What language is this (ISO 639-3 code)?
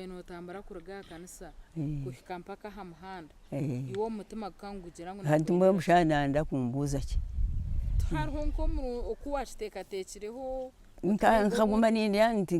nyn